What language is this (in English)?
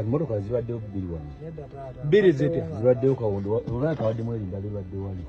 Ganda